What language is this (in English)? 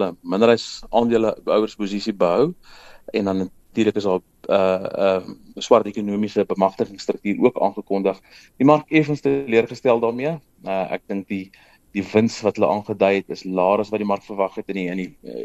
Afrikaans